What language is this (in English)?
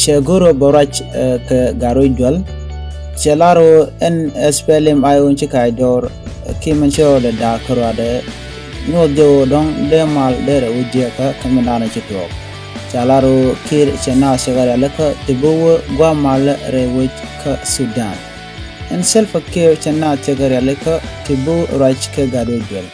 Nuer